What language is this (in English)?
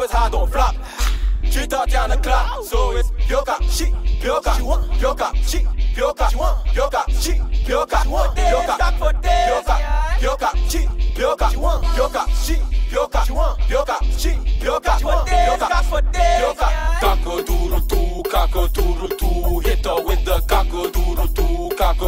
English